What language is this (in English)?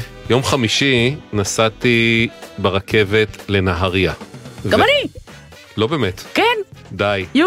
Hebrew